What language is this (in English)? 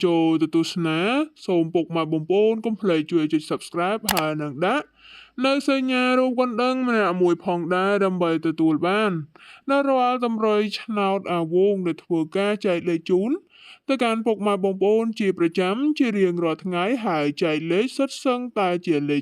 Khmer